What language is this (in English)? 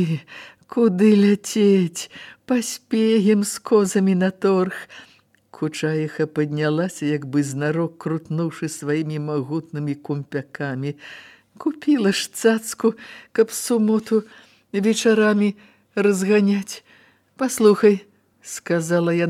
Belarusian